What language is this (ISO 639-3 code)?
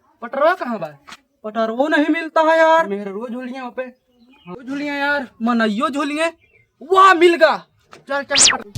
awa